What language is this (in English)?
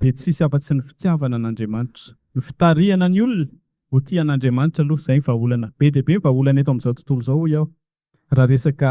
Malagasy